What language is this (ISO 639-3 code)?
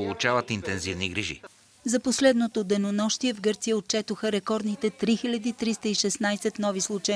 bul